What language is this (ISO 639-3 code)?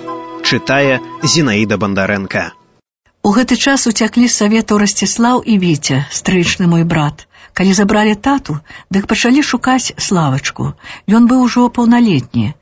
bel